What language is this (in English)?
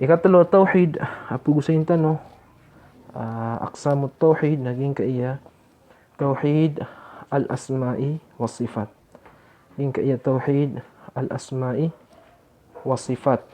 Maranao